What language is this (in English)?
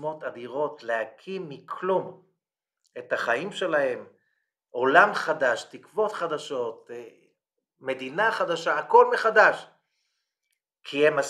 Hebrew